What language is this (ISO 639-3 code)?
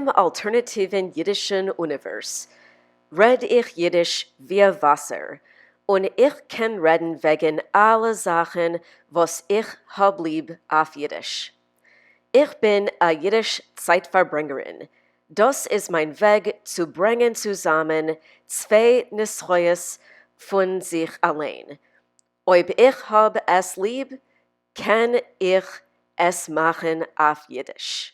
yid